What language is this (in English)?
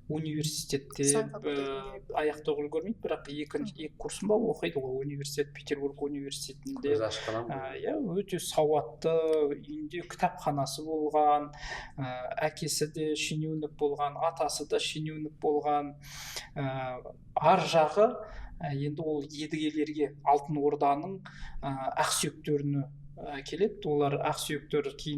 Kazakh